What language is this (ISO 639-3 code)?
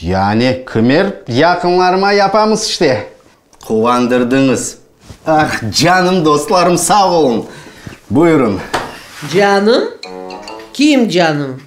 crh